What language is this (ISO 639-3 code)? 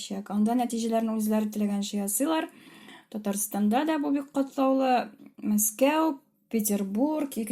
tat